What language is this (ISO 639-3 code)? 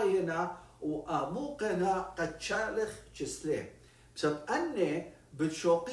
aii